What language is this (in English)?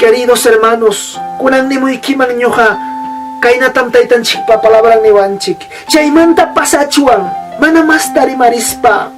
Ayacucho Quechua